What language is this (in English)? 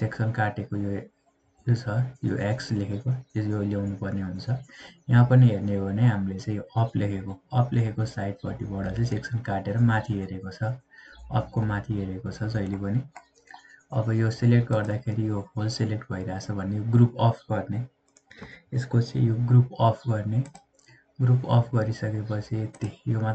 Nepali